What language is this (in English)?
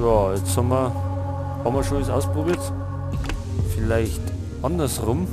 Bavarian